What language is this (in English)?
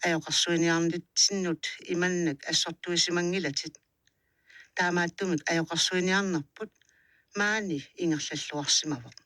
Kalaallisut